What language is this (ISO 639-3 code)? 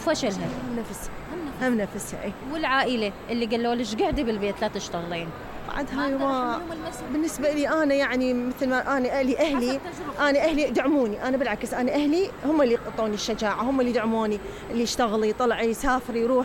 acm